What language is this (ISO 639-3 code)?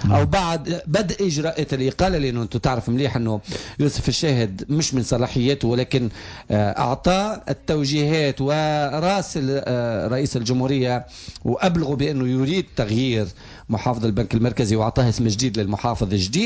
aeb